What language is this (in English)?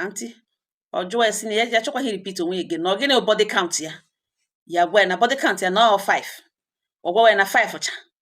Igbo